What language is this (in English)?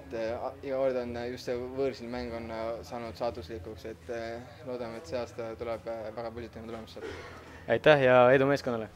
Estonian